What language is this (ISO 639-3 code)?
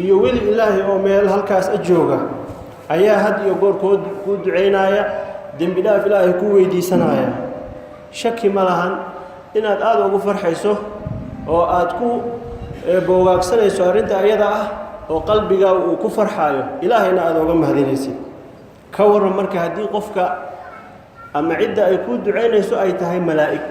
som